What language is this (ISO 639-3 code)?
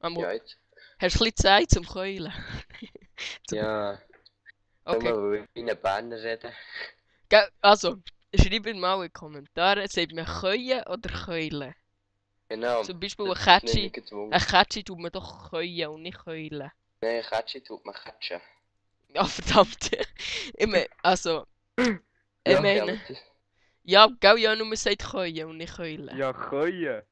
gsw